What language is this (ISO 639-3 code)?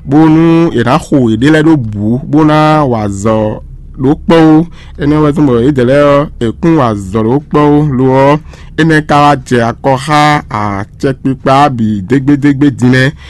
fon